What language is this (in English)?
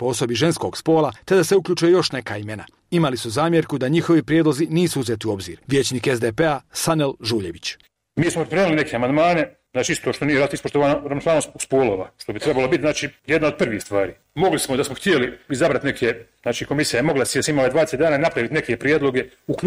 Bosnian